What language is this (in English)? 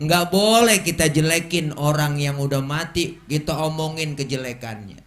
Betawi